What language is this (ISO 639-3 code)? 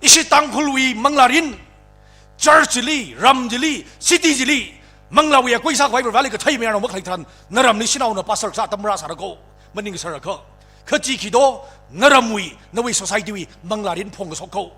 nmf